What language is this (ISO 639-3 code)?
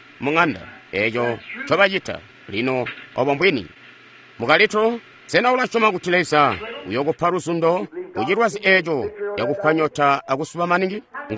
toi